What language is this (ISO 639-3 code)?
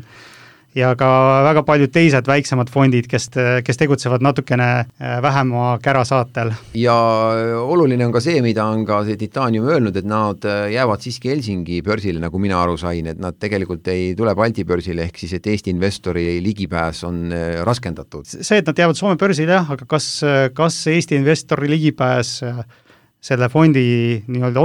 est